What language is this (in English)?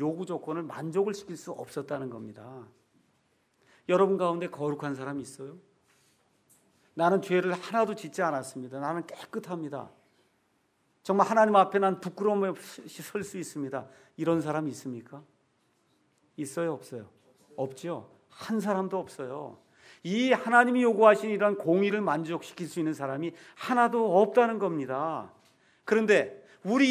Korean